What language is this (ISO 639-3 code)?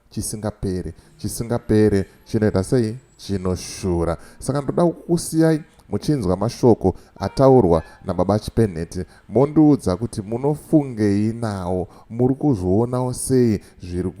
sna